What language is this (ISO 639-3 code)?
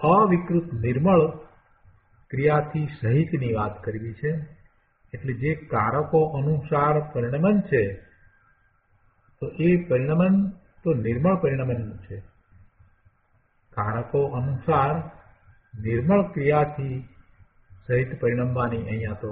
guj